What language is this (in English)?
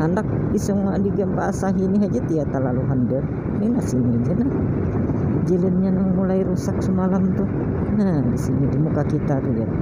Banjar